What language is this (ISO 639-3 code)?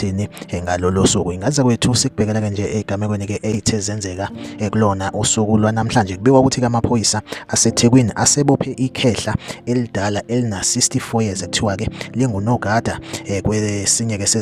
zul